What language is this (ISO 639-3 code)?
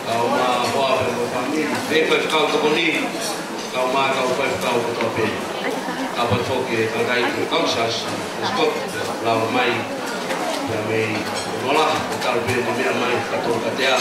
ton